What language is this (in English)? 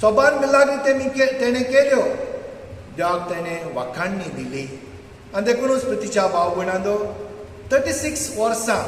Konkani